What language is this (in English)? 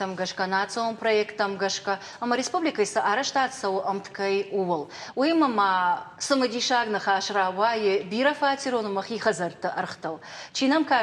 Ossetic